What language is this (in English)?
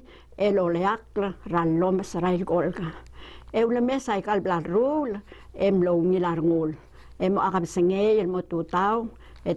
Palauan